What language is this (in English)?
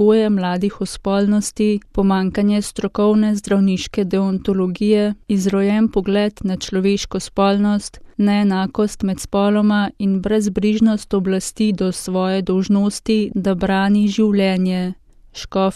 Slovenian